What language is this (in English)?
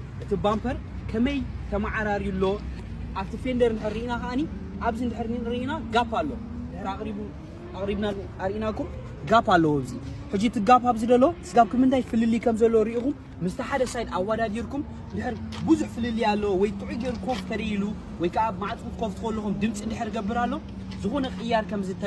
Tigrinya